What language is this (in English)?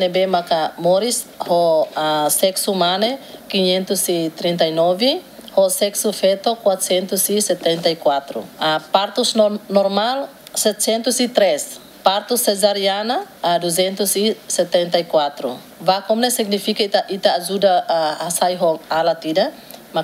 Tetum